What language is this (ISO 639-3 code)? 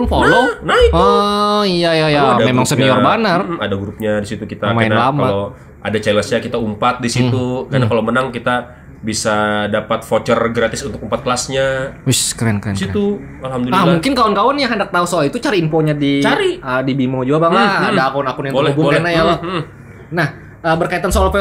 bjn